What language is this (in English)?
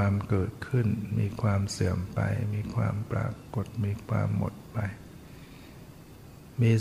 Thai